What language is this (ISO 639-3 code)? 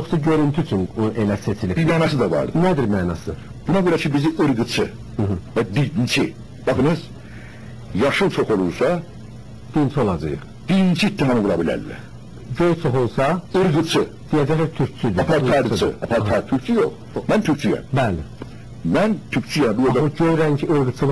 azb